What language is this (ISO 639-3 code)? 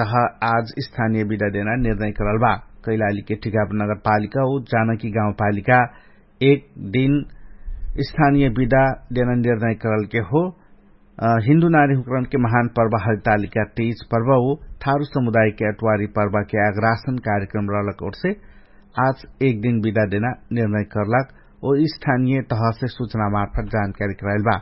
thl